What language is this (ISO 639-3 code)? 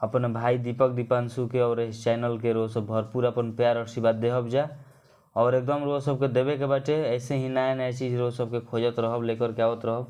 bho